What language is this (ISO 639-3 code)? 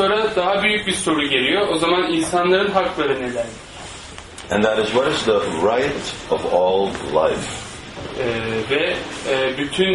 tur